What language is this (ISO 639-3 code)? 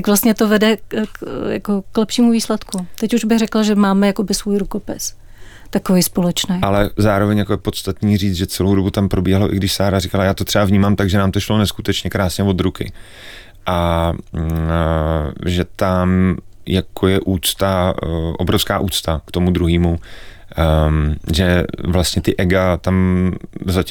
ces